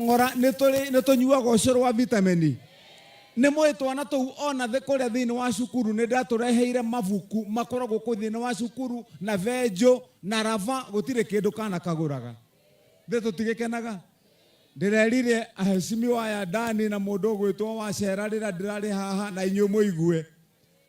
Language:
Kikuyu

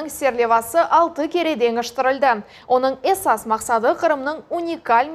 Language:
Crimean Tatar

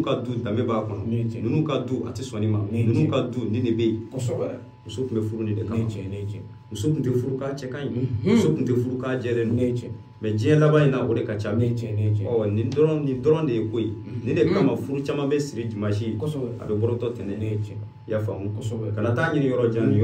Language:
Bambara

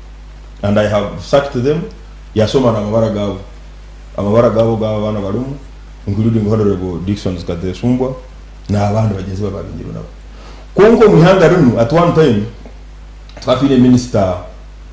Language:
Nyankole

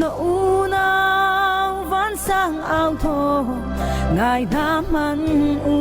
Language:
Hakha Chin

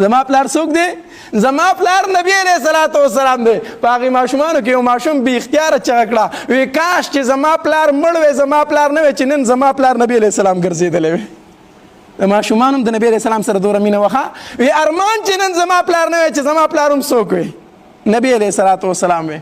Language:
Pashto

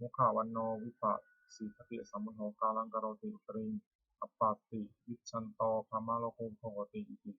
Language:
Pali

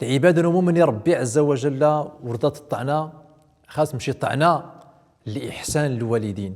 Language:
Central Atlas Tamazight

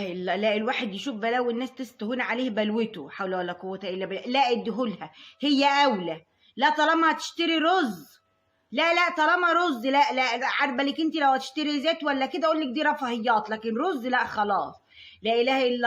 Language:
Egyptian Arabic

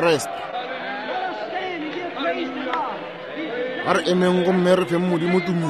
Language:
Northern Sotho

